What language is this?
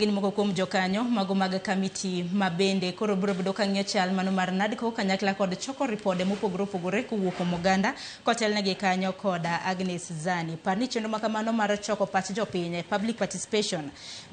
Luo (Kenya and Tanzania)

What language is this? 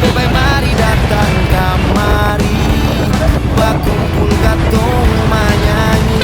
Ambonese Malay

